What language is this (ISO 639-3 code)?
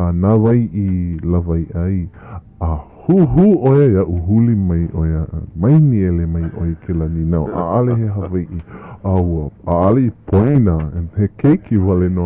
haw